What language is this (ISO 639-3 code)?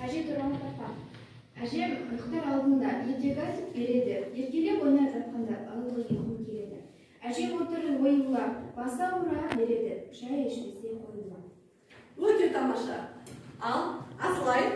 kaz